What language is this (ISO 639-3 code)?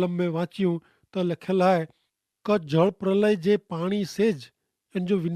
kfr